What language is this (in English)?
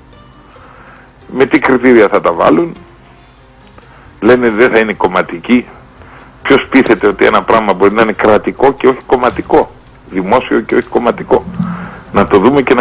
Greek